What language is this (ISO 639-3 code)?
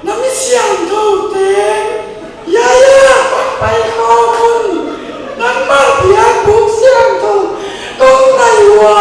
pck